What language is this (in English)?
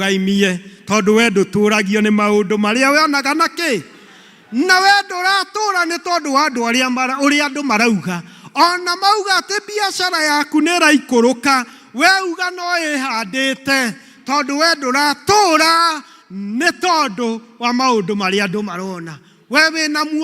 Kikuyu